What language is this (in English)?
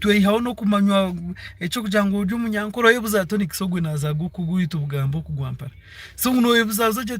Nyankole